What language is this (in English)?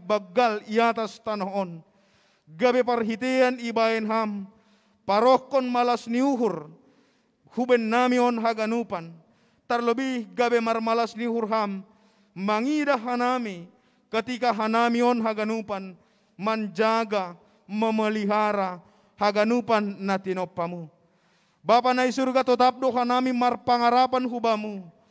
Batak Simalungun